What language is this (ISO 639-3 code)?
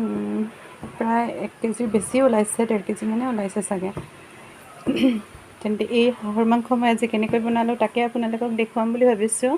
asm